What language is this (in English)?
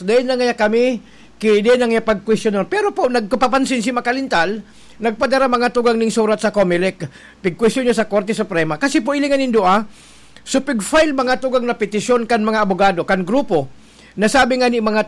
Bikol